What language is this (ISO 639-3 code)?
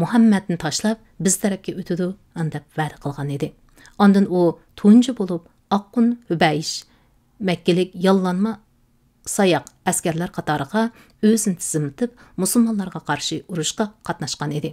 uig